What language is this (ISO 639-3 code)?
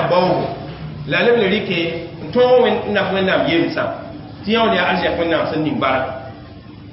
mos